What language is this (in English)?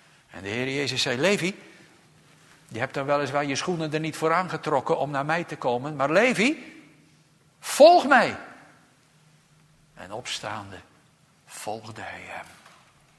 Dutch